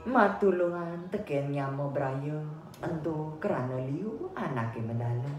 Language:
Balinese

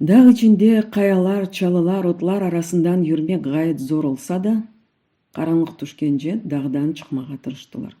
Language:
Crimean Tatar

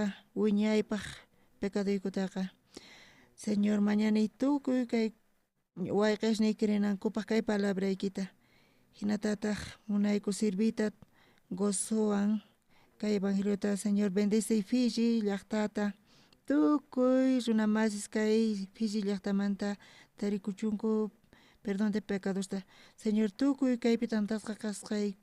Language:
South Bolivian Quechua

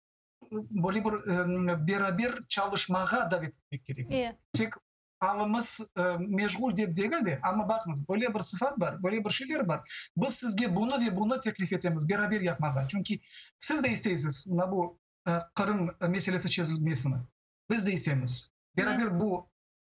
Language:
Crimean Tatar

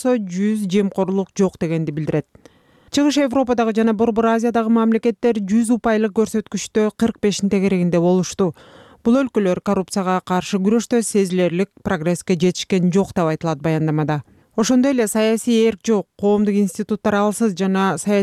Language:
Kyrgyz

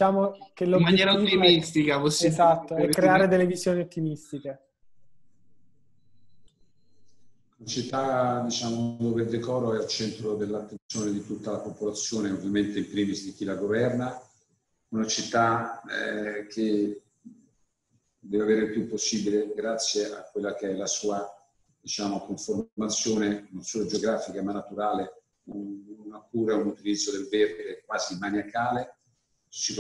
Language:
Italian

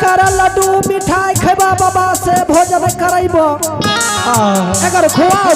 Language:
Angika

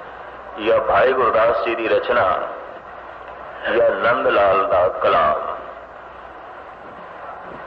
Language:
Punjabi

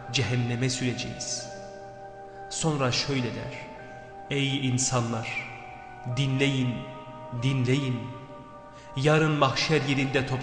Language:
Turkish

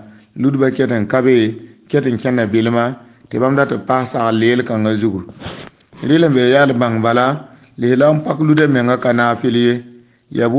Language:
Mossi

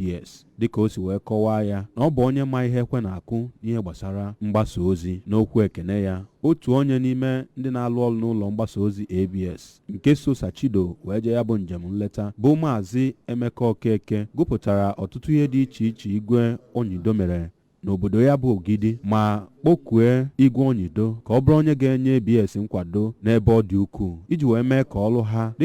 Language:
Igbo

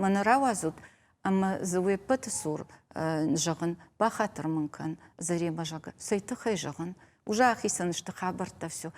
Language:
Ossetic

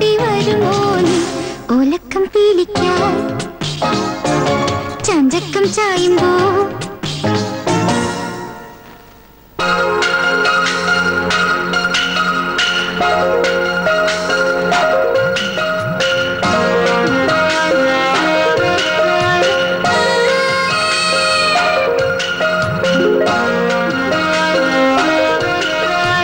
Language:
Malayalam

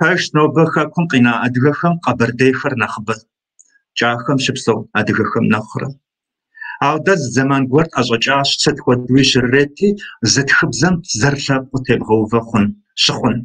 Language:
Kabardian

